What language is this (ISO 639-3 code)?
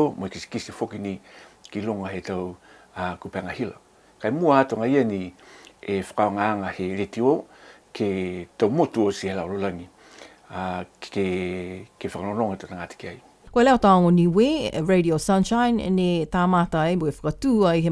niu